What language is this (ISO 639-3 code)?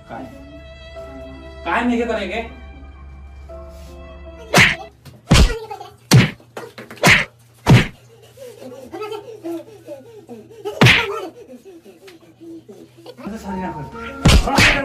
bho